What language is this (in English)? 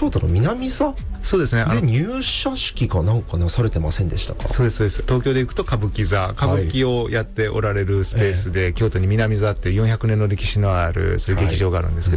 Japanese